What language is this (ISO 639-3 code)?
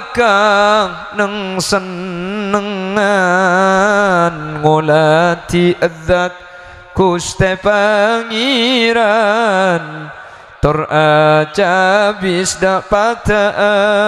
mad